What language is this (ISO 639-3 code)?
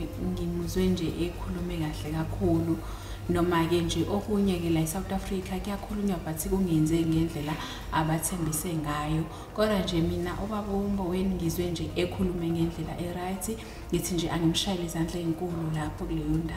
zul